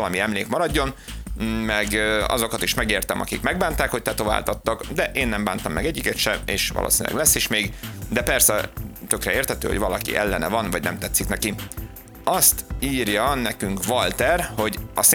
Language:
Hungarian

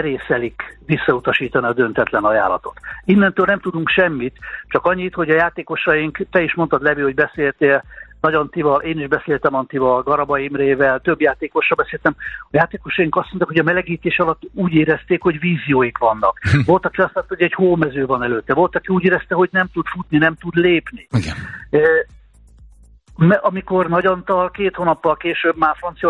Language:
Hungarian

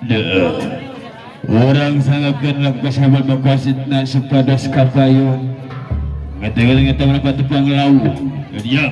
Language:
Sundanese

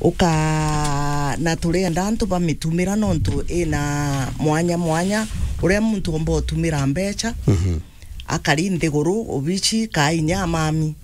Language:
Meru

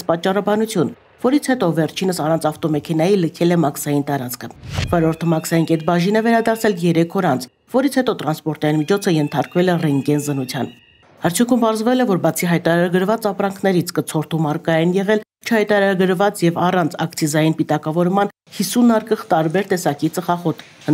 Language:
Armenian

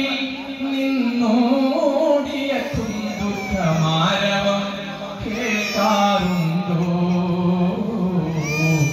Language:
Malayalam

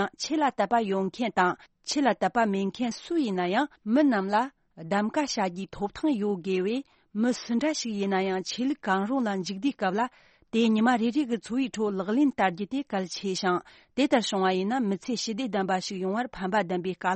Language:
Tibetan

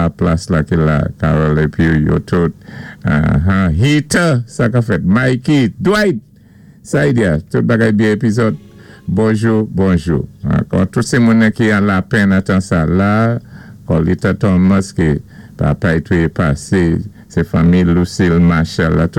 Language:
Saint Lucian Creole French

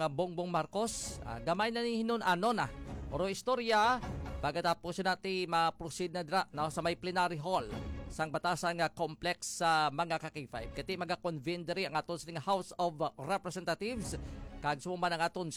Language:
Hiligaynon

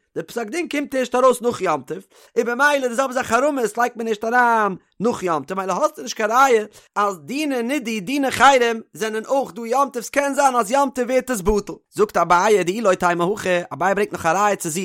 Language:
Yiddish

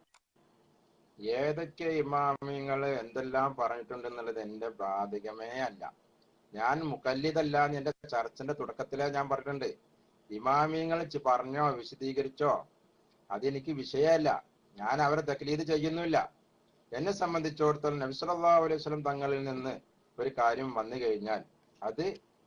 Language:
Malayalam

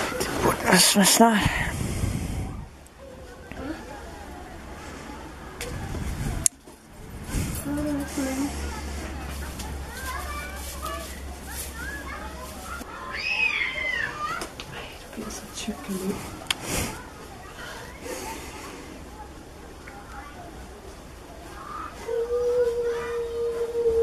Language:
Danish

